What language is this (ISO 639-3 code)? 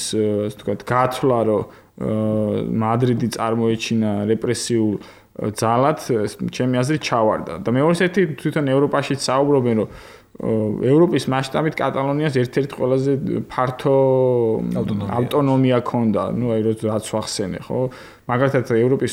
kat